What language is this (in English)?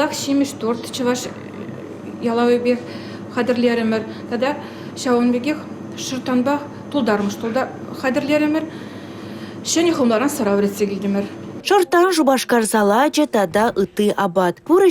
Chuvash